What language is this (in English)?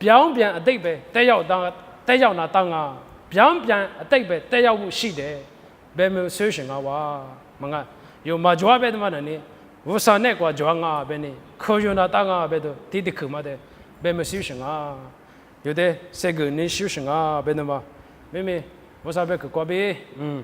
Lisu